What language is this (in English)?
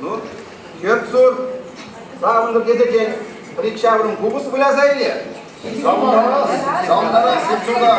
Chuvash